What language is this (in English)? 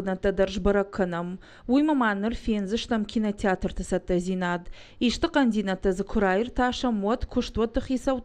Ossetic